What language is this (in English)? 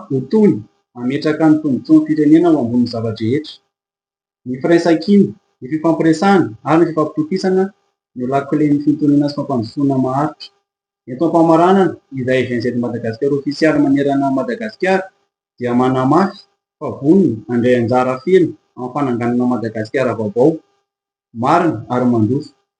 Malagasy